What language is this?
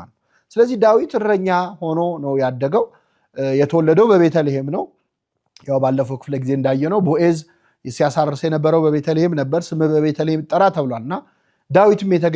Amharic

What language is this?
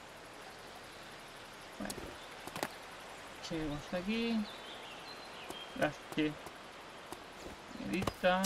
Spanish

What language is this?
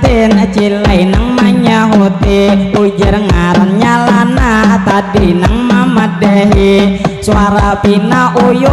Banjar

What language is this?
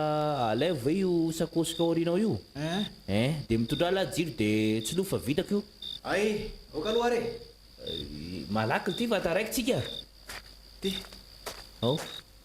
Malagasy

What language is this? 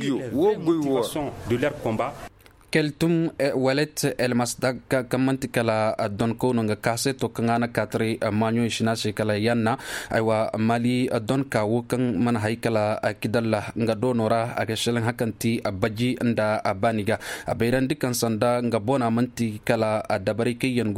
Koyraboro Senni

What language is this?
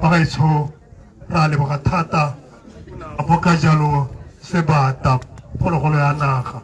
Tswana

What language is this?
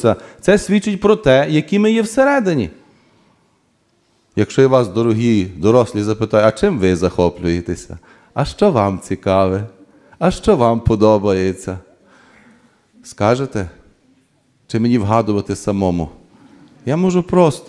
Ukrainian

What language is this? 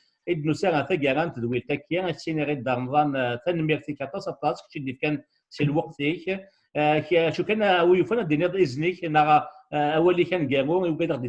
Kabyle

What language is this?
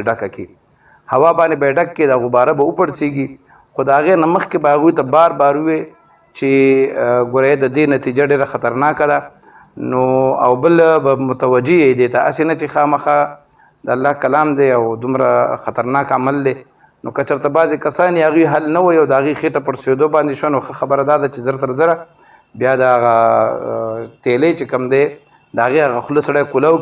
Pashto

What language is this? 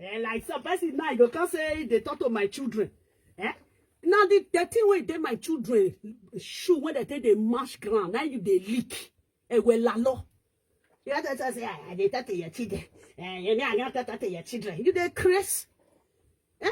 Nigerian Pidgin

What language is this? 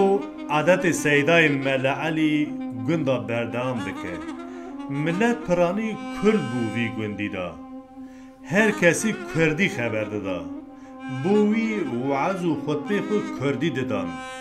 Kurdish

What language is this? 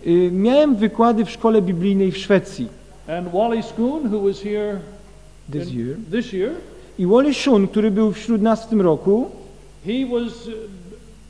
Polish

